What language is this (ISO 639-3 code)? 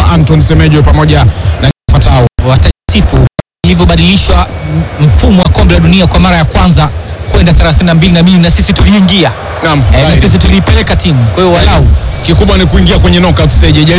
swa